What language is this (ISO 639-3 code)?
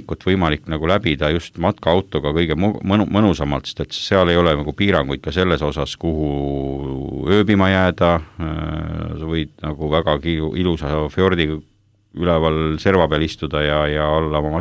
est